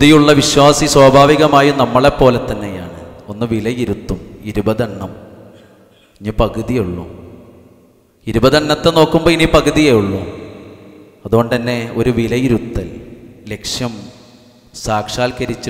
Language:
Malayalam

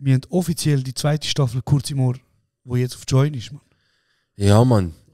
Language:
Swiss German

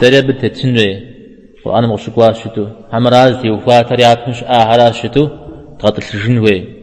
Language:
Kabardian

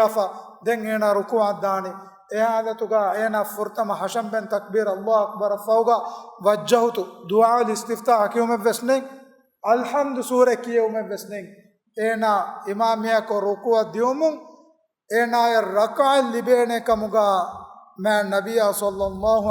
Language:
Divehi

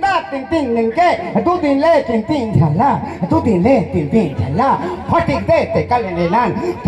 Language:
Chhattisgarhi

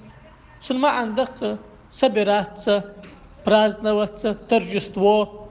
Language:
Ingush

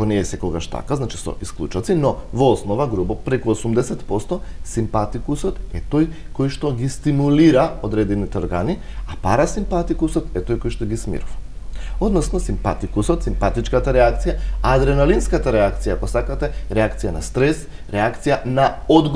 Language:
Macedonian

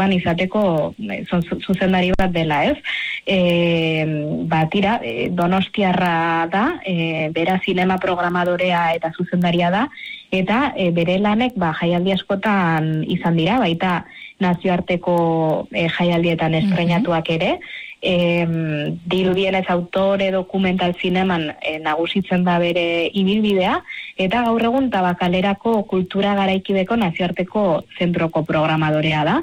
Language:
Basque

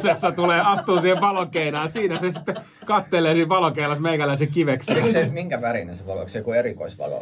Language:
Finnish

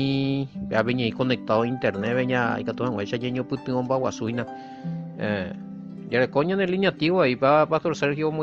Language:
Guarani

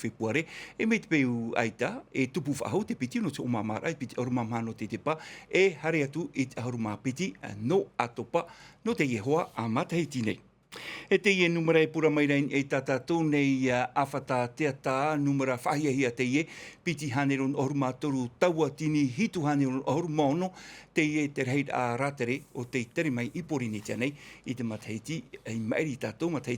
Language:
Tahitian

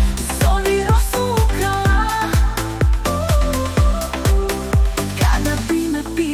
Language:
Serbian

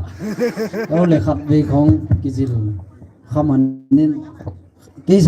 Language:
Paite Chin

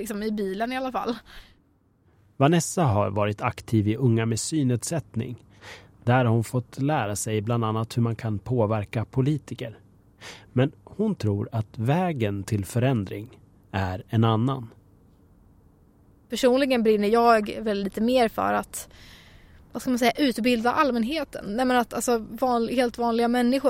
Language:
Swedish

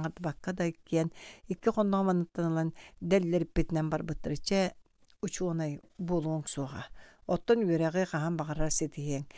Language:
Yakut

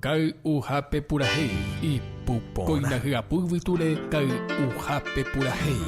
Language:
Guarani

